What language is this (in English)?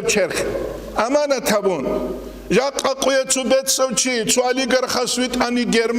Avaric